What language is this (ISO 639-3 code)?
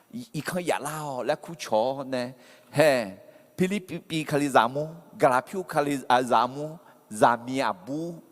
ahk